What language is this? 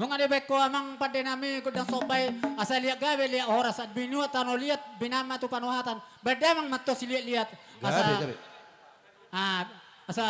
Batak Toba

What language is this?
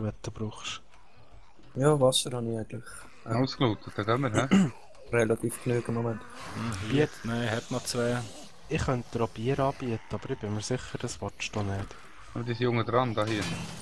Swiss German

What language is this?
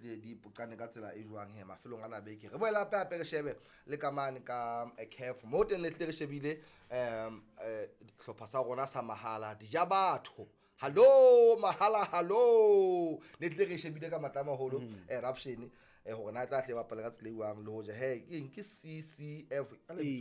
Southern Sotho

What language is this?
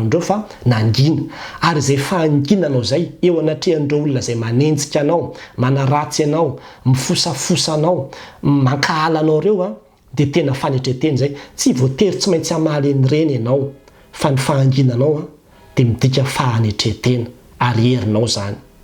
Malagasy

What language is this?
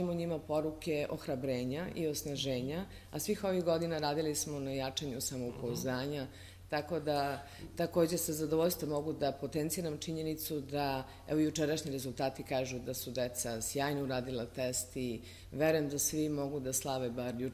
Serbian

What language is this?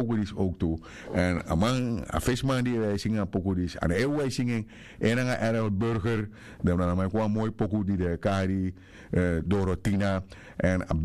Sranan Tongo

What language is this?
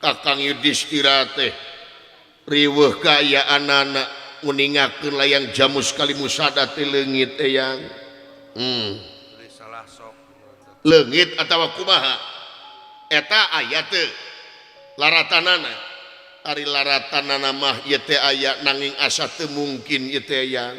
Sundanese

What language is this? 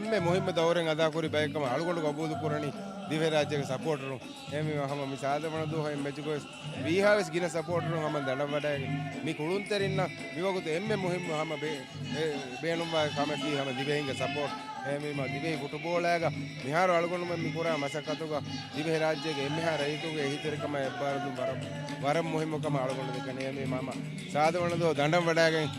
Divehi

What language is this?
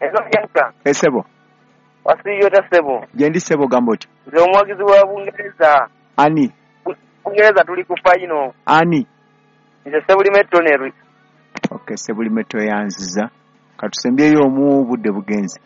Ganda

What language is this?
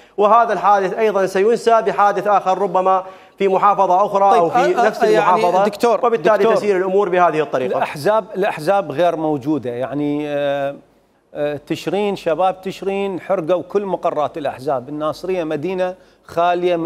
Mesopotamian Arabic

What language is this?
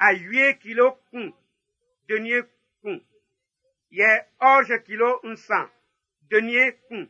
Baoulé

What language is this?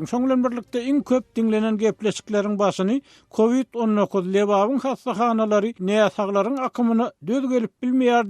Turkmen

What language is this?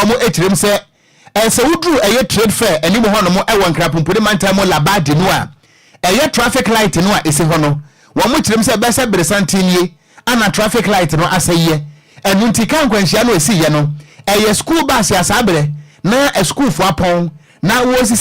Akan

